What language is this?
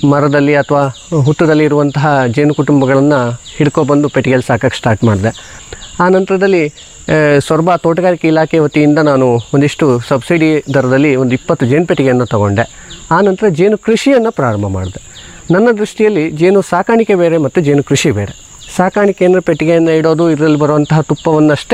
Kannada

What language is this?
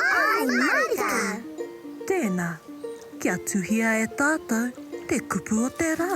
Māori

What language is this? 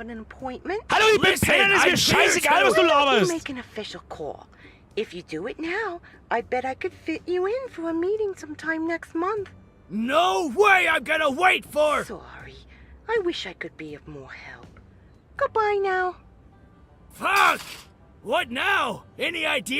Bavarian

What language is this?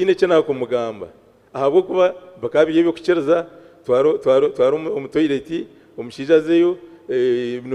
Nyankole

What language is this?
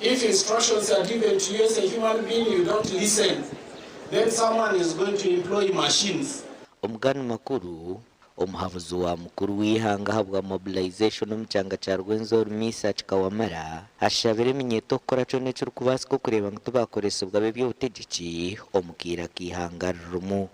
Nyankole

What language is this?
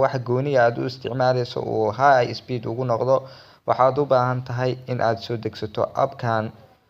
Somali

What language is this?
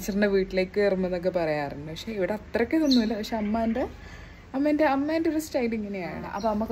Malayalam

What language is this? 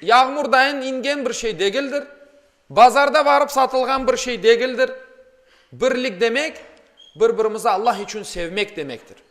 Crimean Tatar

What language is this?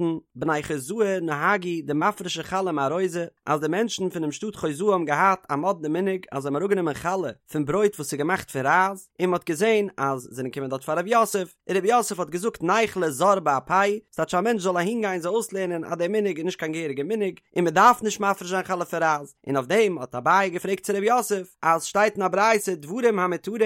Yiddish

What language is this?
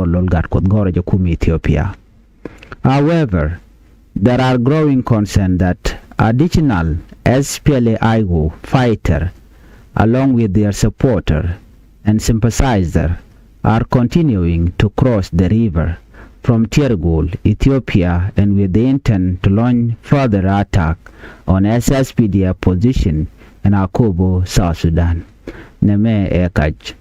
Nuer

